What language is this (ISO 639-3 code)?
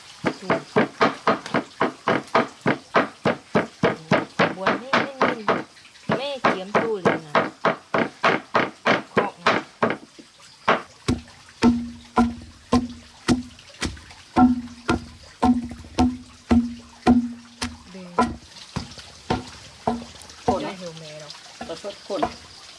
vie